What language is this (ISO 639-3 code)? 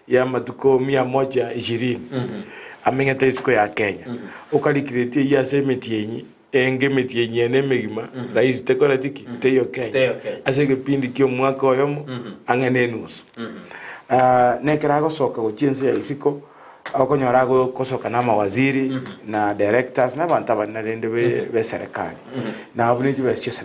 guz